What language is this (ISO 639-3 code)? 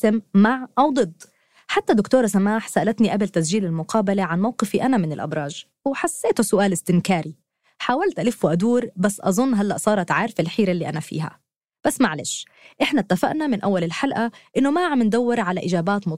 apc